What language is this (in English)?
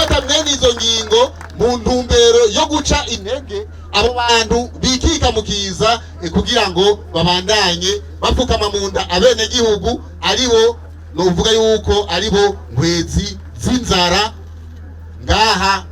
Rundi